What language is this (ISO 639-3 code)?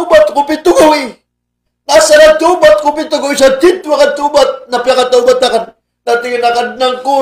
mrw